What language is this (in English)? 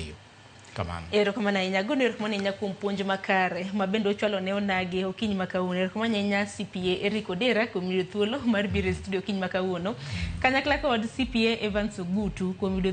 Luo (Kenya and Tanzania)